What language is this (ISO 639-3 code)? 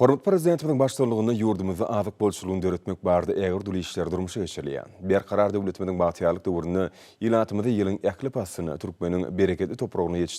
tuk